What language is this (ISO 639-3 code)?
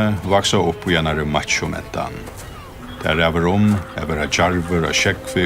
fao